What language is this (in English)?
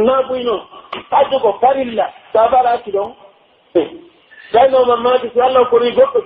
Pular